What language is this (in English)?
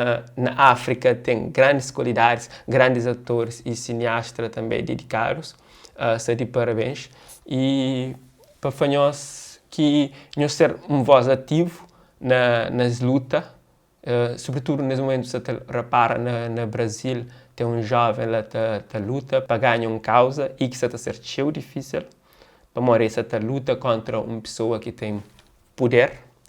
Kabuverdianu